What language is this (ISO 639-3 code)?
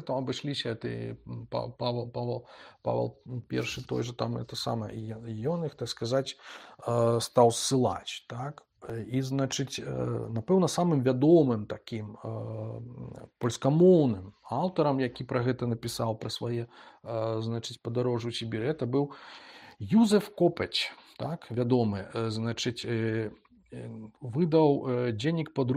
bel